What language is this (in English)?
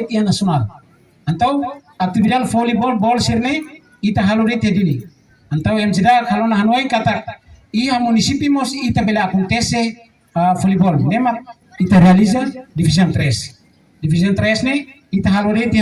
Tetum